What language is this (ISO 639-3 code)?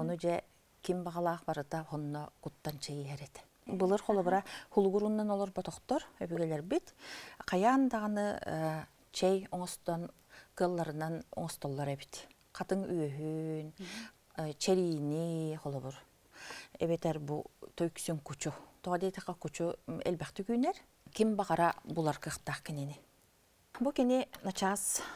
sah